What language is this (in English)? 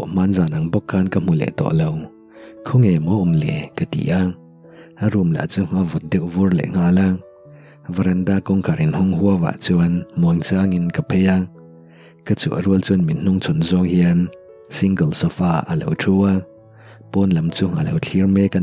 Mizo